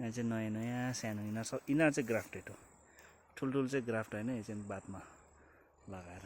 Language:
Nepali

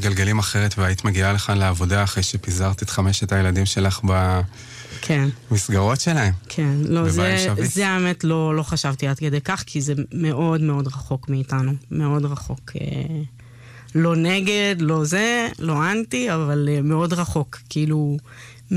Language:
Hebrew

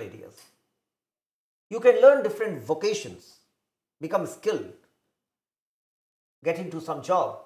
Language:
Hindi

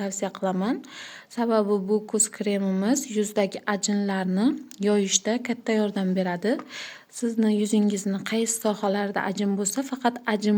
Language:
Uzbek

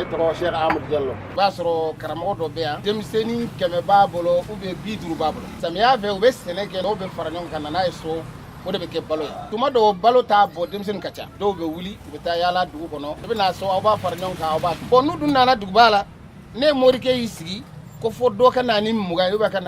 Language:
Bambara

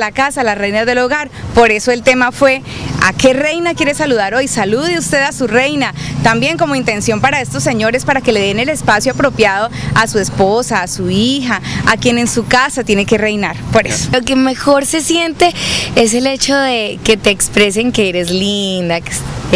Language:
Spanish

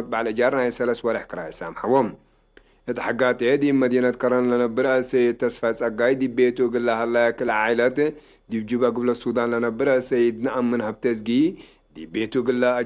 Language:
Tigre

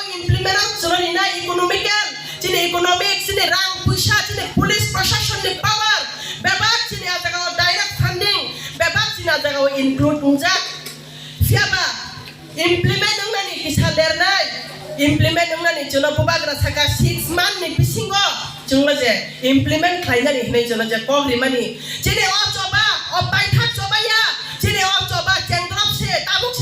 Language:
Kok Borok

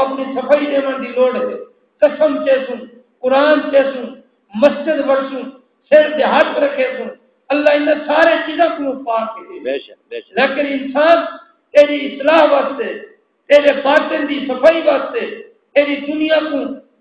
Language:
Saraiki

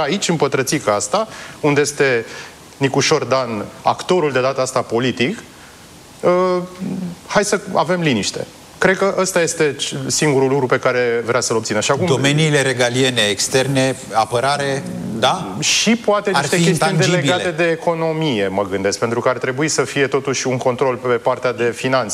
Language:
Romanian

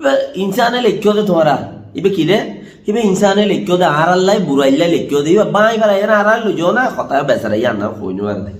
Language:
Rohingya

